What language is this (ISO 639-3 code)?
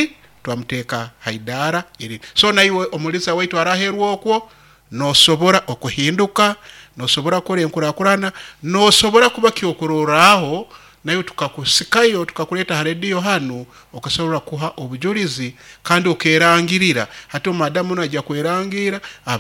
nyo